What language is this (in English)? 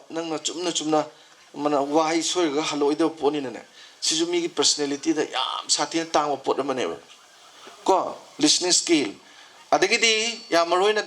Manipuri